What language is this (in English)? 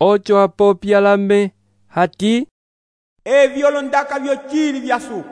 Umbundu